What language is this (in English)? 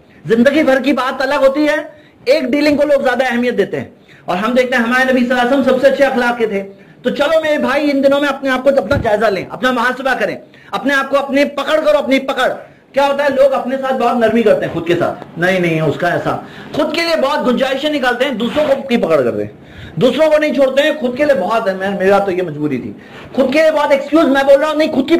Urdu